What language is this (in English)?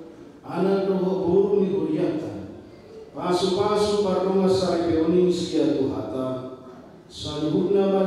Batak Toba